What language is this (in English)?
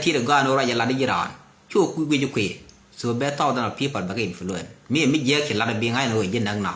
Nuer